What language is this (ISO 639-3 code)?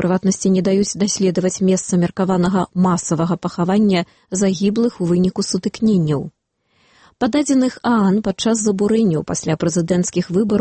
bel